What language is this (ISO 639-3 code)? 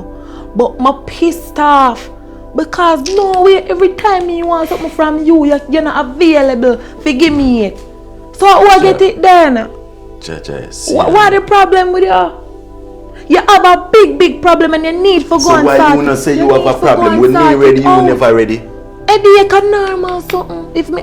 jam